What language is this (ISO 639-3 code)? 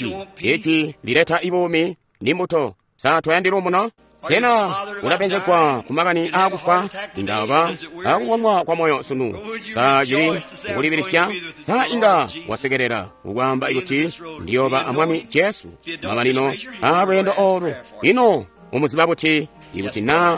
toi